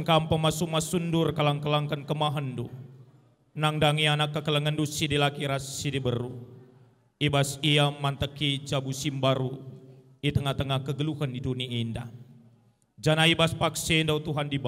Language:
Batak Karo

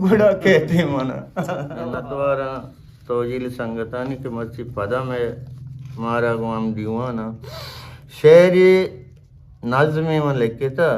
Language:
Eastern Balochi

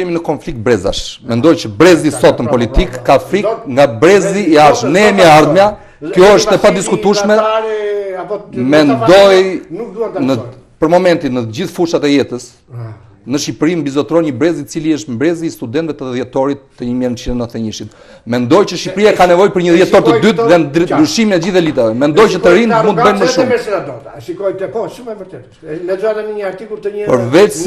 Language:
Albanian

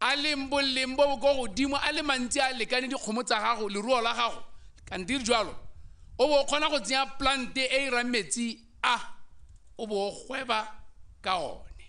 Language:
Tswana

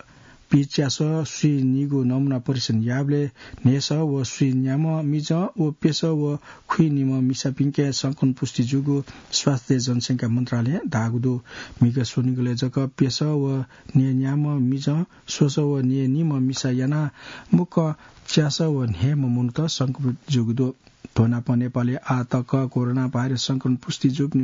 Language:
Newari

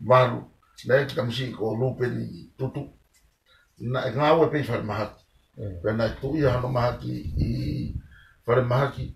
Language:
Tongan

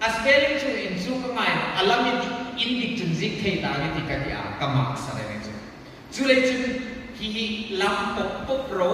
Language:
Hmar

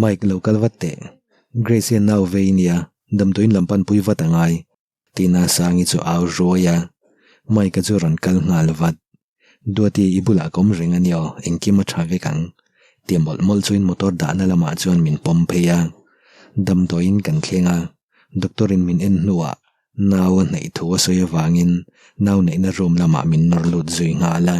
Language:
Mizo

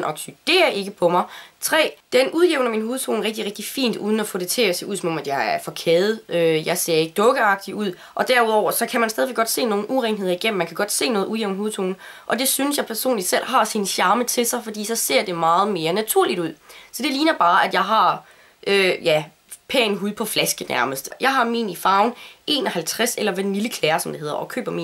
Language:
Danish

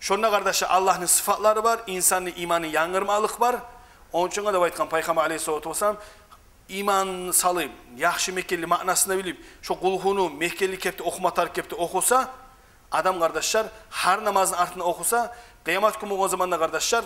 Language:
Kumyk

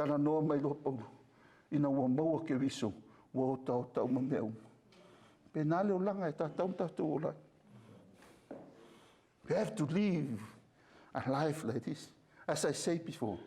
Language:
Samoan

